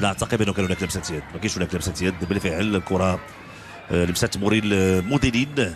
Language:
Moroccan Arabic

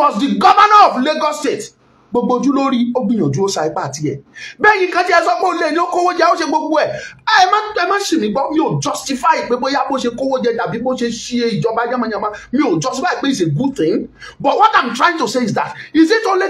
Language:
Yoruba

